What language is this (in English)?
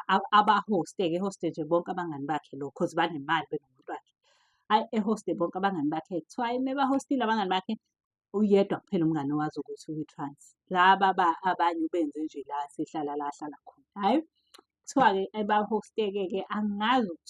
Zulu